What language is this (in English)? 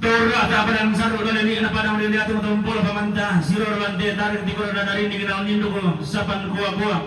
Toraja-Sa'dan